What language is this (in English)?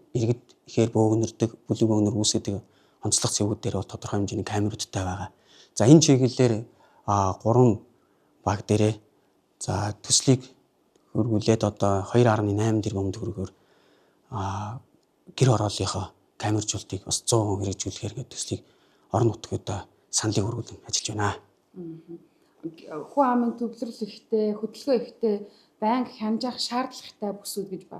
Mongolian